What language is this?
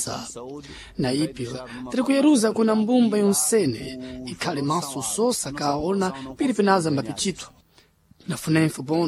Sena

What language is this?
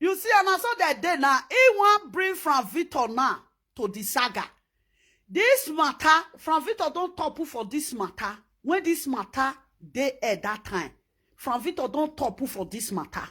Nigerian Pidgin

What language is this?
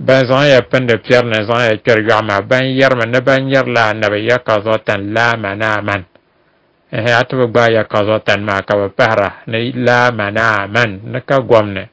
Dagbani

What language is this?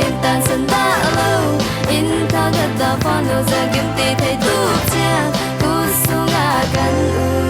Falam Chin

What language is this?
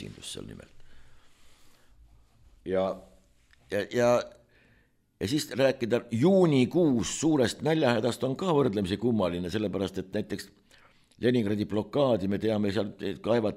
Estonian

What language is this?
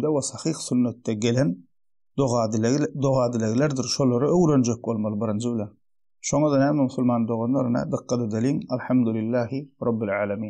Turkmen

